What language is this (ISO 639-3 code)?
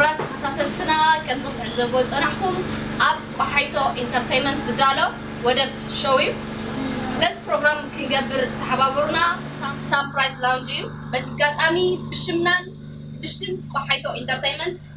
tir